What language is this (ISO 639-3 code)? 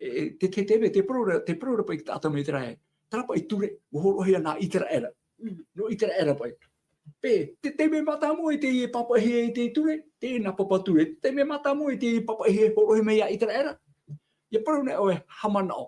tah